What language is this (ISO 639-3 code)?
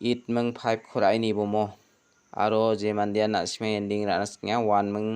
grt